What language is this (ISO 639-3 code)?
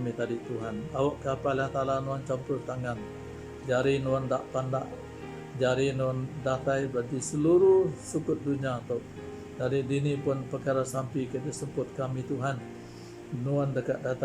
iba